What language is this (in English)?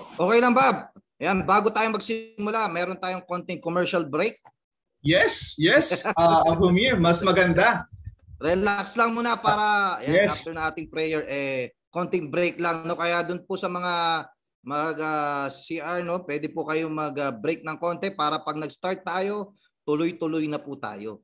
Filipino